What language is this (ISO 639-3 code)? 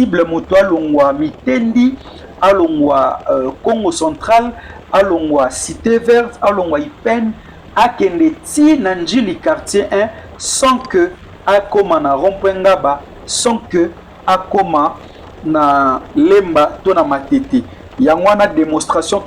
lin